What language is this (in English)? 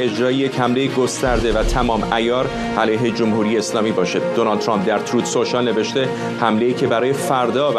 Persian